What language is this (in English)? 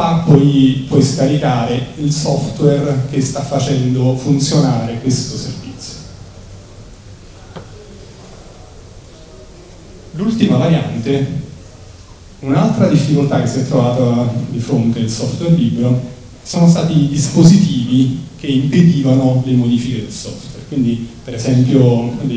Italian